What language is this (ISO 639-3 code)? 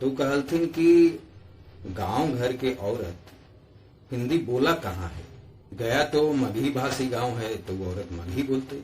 mag